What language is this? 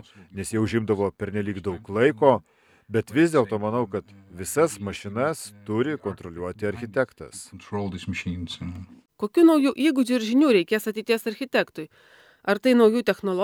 Lithuanian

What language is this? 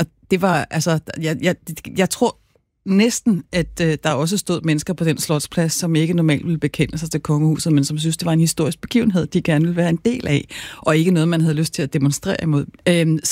Danish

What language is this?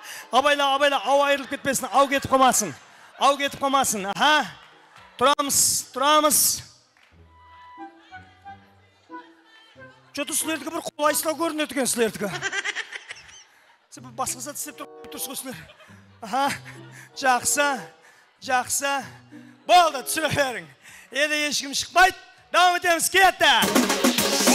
Kara-Kalpak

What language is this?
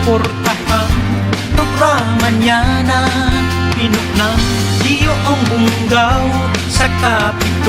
Bikol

